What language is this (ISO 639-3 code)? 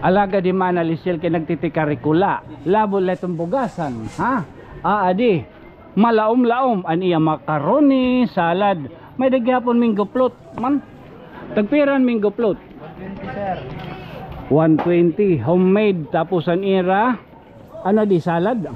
war